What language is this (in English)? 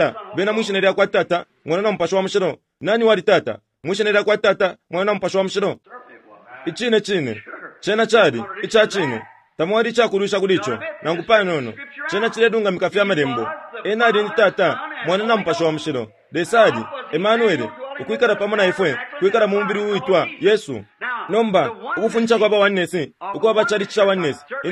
Bemba